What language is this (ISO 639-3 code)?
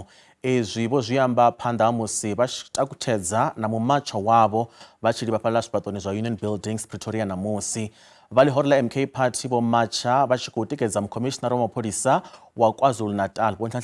ven